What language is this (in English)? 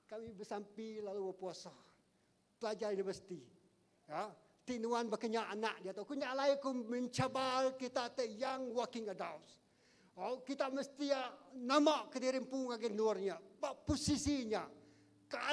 Iban